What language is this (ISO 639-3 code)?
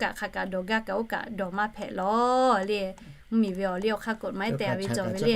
lhu